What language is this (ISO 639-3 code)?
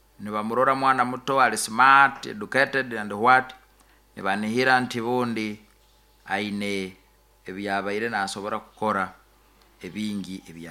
nyo